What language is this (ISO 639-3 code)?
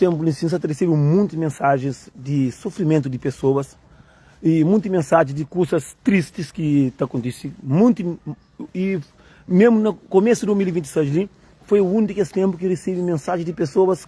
kea